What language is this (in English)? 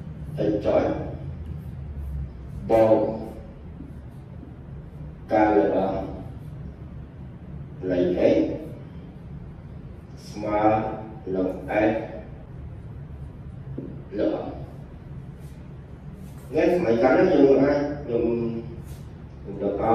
Vietnamese